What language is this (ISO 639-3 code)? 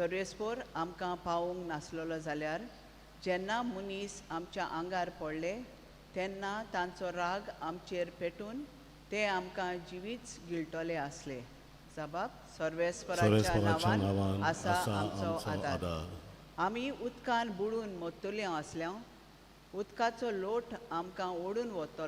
kok